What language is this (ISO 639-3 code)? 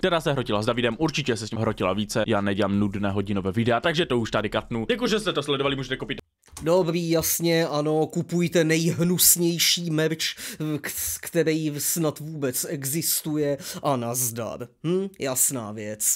ces